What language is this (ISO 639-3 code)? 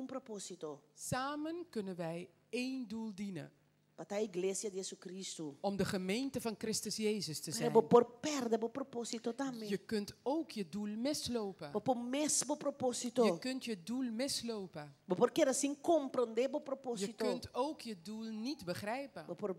pap